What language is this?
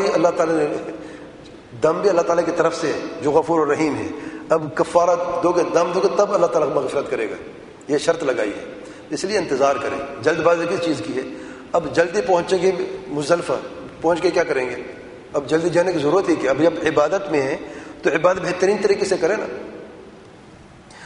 Urdu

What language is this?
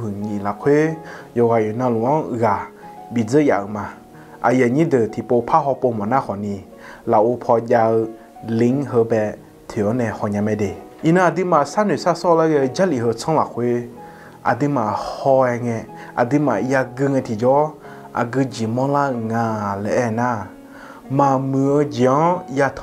Akha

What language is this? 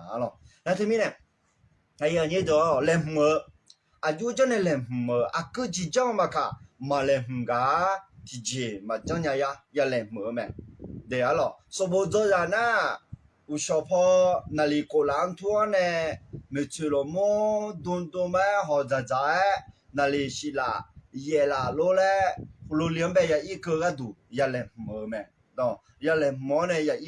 Akha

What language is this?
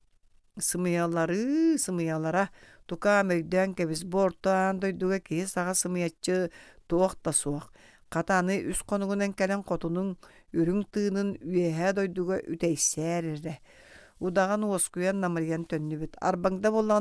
Yakut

